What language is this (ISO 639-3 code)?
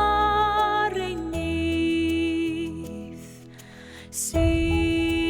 cym